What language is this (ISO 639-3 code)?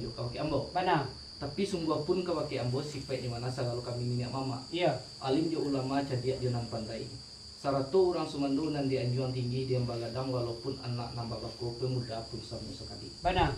min